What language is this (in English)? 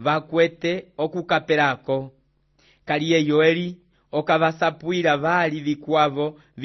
Umbundu